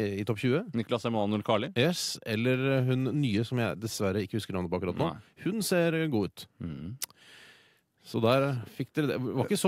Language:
Norwegian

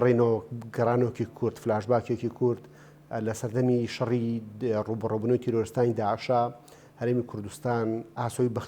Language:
Central Kurdish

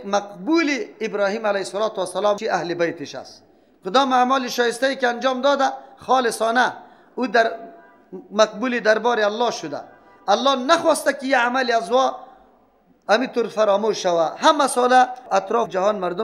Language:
Persian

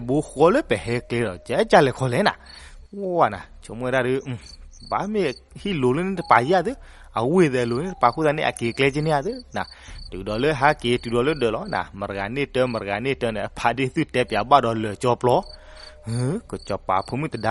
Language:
S'gaw Karen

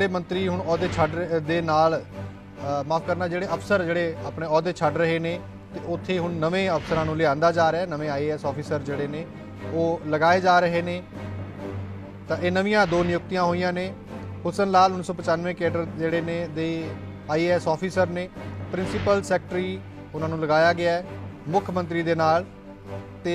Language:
Punjabi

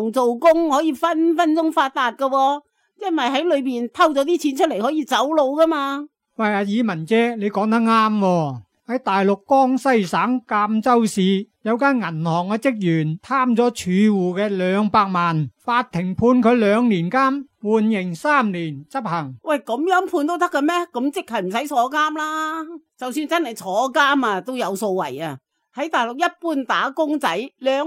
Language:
Cantonese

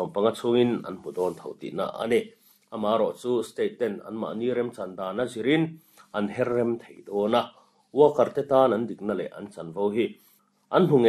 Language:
Mizo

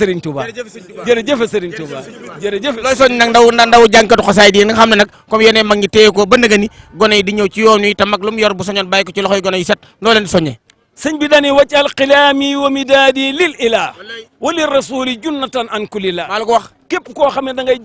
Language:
Wolof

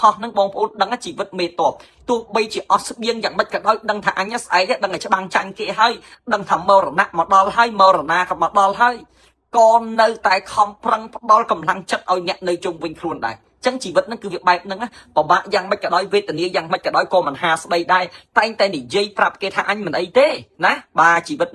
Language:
Khmer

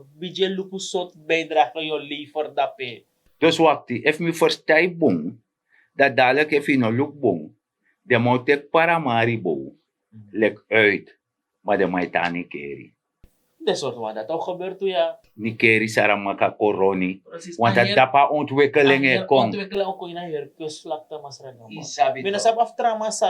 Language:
Sranan Tongo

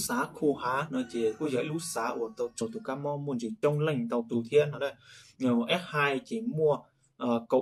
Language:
Hmong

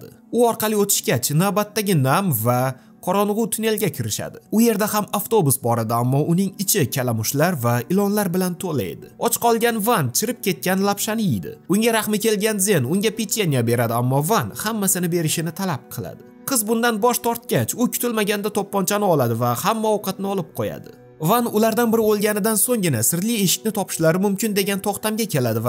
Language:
Uzbek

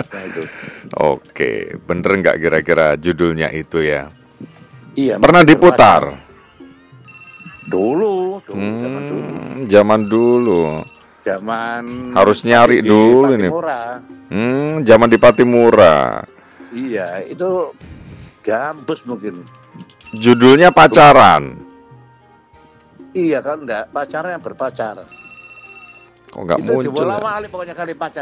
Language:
Indonesian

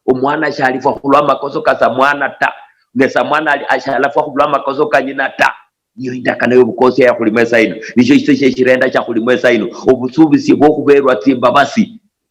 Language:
Luyia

